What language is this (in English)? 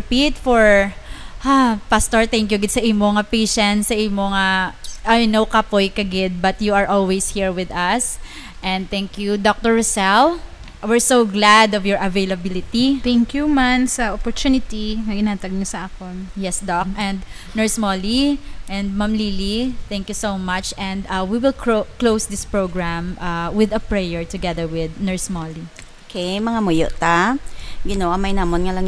Hiligaynon